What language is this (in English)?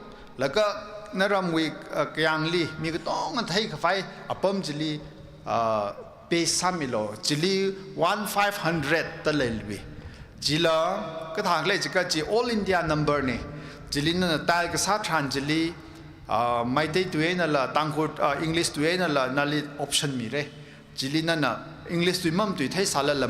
Tangkhul Naga (India)